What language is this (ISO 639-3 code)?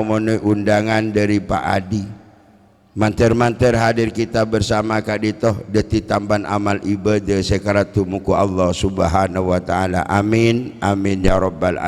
mad